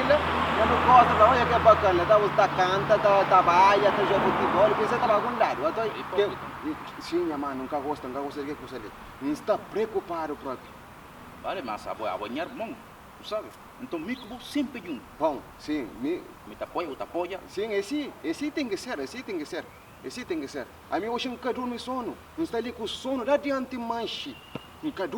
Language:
Kabuverdianu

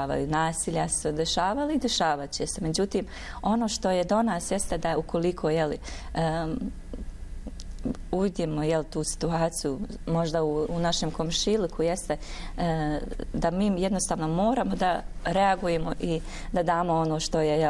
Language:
Bosnian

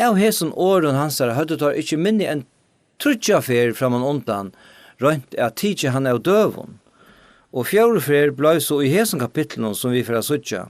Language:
Faroese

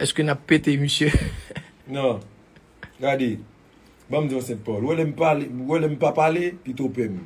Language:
Haitian Creole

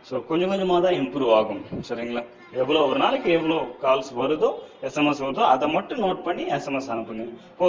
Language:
Tamil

